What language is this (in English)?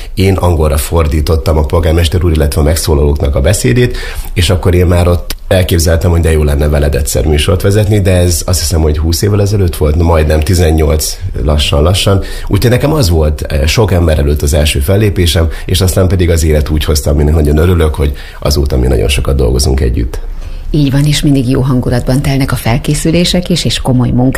Hungarian